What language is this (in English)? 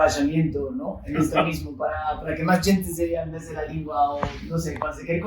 Ladino